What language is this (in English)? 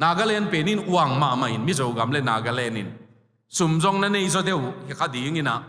Tedim Chin